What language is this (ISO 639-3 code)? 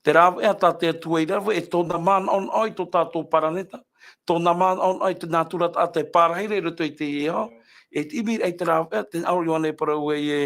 tah